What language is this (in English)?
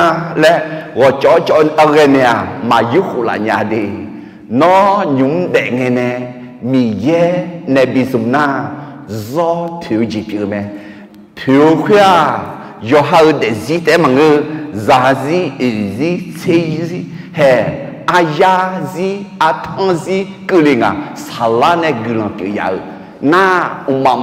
Akha